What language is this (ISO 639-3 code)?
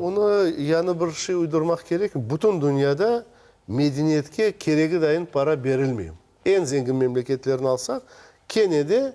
crh